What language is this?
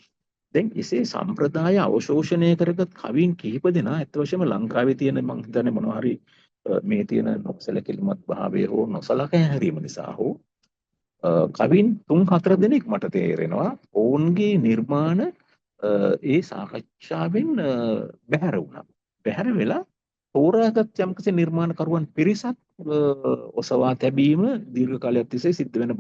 Sinhala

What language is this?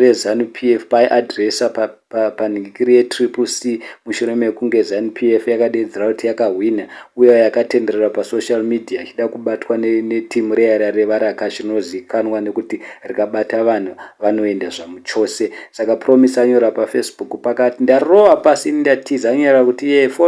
Shona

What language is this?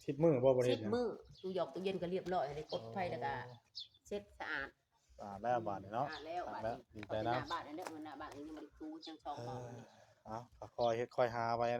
Northeastern Thai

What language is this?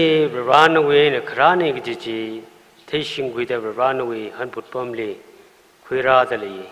Tangkhul Naga (India)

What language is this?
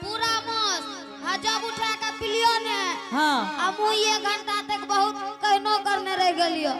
Angika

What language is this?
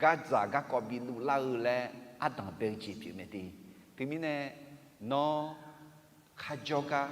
Akha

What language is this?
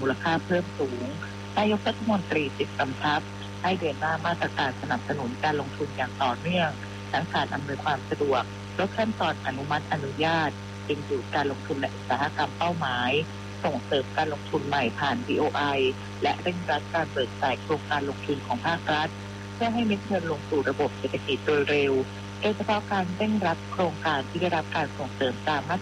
Thai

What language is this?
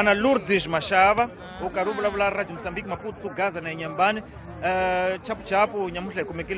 Tsonga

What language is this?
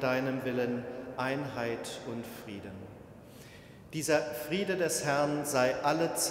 German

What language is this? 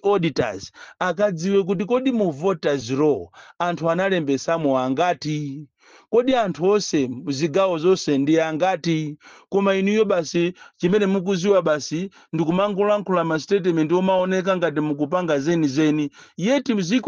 Nyanja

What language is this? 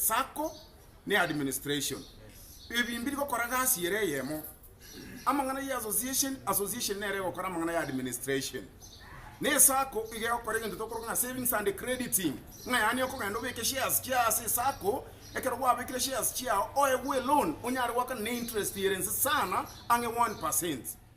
Gusii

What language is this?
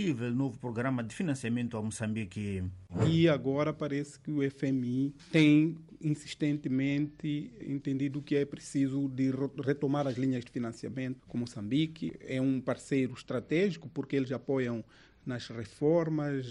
Portuguese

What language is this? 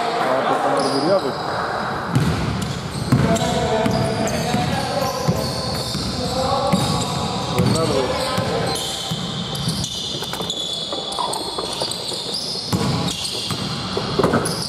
Greek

